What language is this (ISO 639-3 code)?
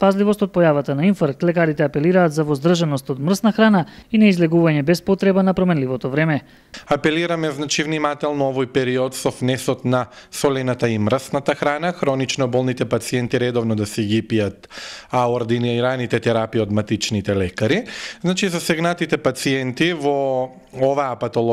mkd